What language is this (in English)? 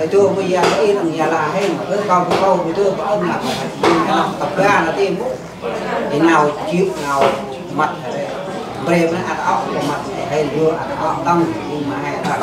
Central Mnong